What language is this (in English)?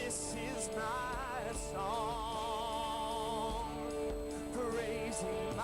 Ewe